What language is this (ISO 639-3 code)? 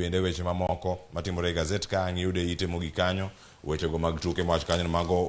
luo